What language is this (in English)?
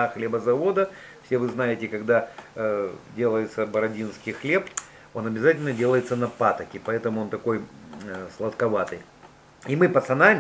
Russian